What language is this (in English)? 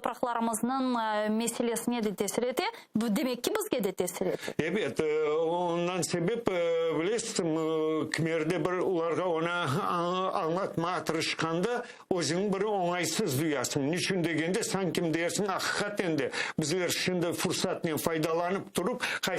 Crimean Tatar